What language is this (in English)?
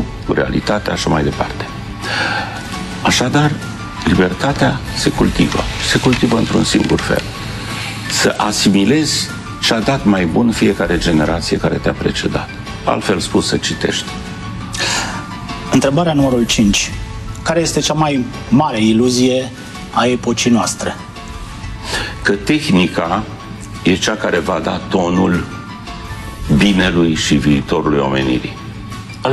Romanian